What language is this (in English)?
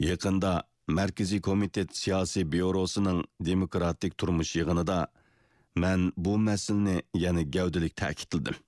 Uyghur